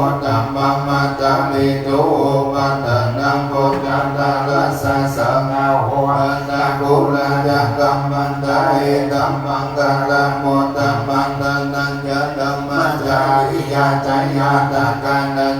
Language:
Pali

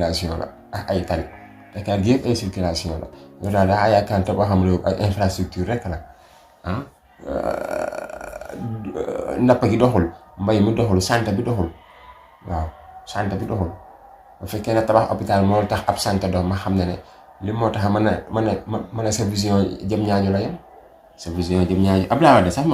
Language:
Wolof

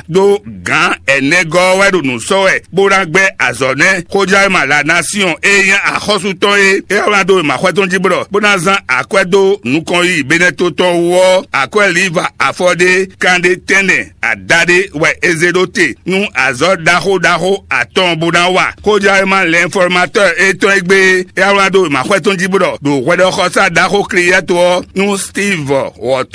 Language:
Fon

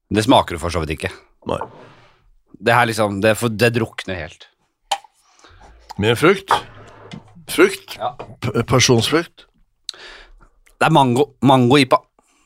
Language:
Norwegian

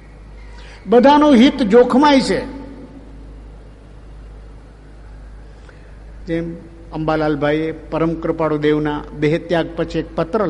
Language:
Gujarati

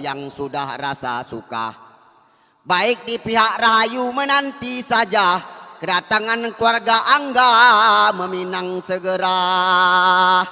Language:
Minangkabau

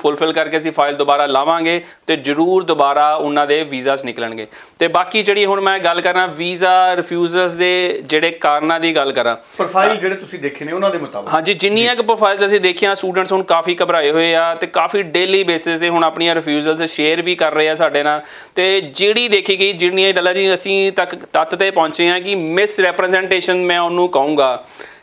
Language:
Punjabi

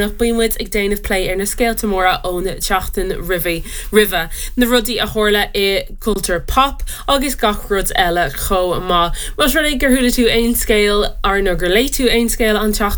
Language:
Irish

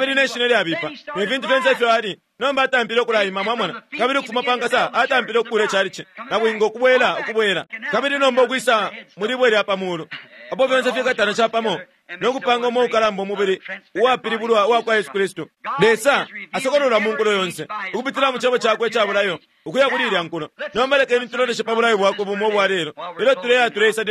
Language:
Bemba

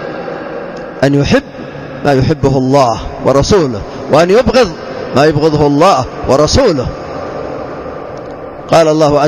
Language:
Arabic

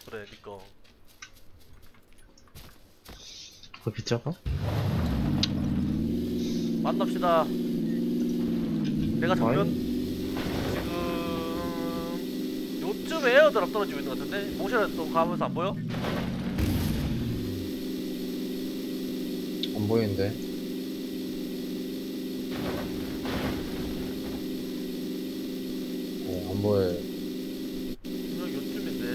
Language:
Korean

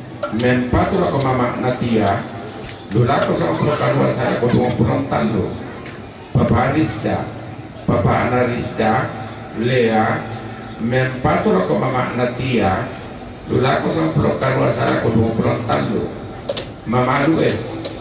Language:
Toraja-Sa'dan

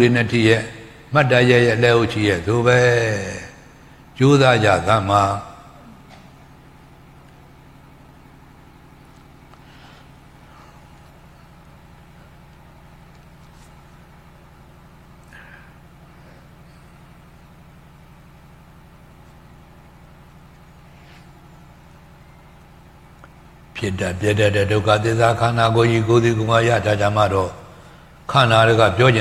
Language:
Burmese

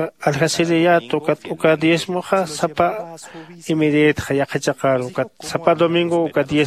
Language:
Aymara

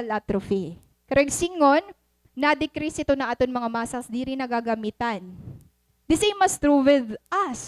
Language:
Waray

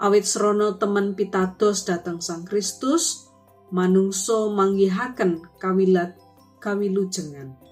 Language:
Javanese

